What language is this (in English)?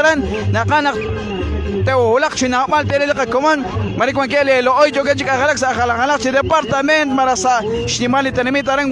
Kekchí